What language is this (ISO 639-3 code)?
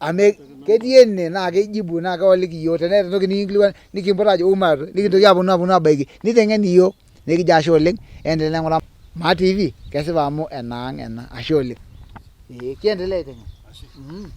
mas